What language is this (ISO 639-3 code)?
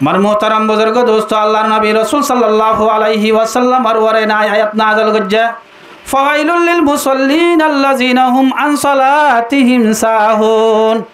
rhg